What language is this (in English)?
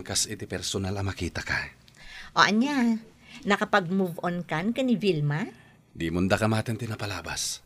Iloko